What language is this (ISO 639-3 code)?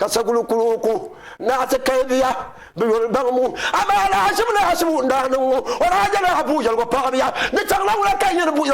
dag